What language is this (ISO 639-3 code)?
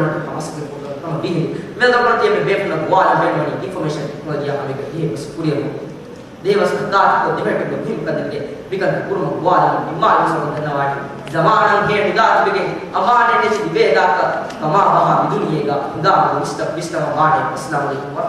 div